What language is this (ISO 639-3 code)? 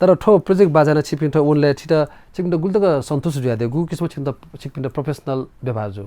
new